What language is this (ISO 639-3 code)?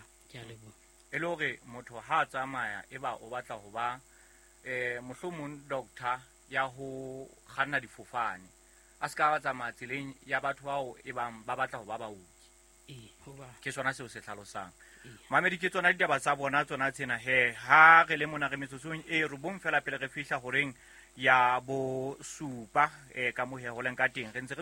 sot